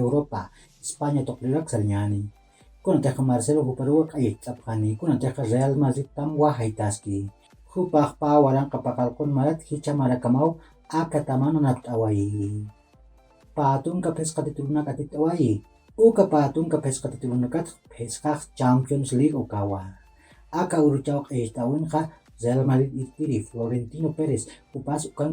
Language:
Aymara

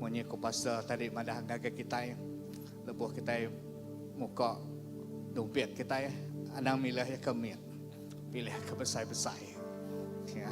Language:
Iban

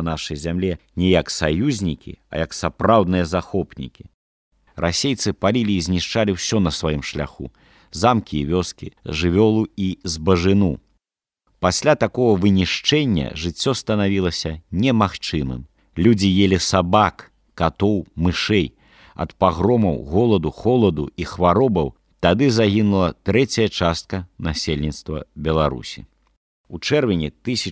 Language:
Belarusian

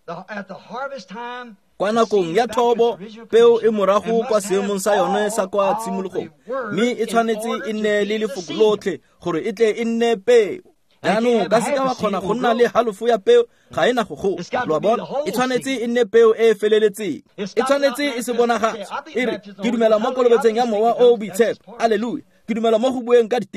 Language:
Tswana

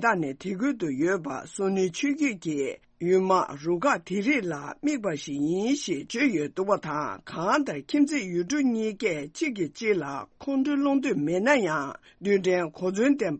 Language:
Tibetan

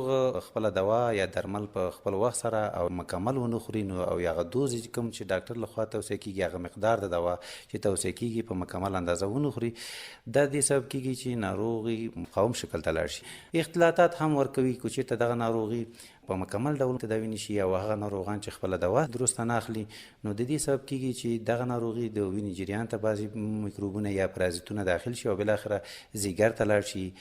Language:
Pashto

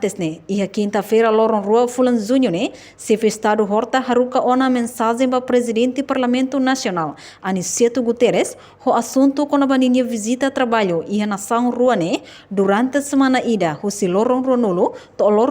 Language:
Tetum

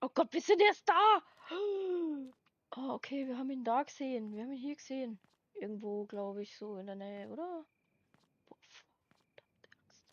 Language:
Bavarian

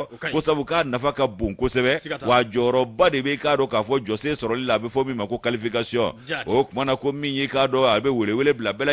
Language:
Bambara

